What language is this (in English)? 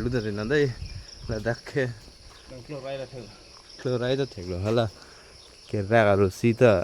Karbi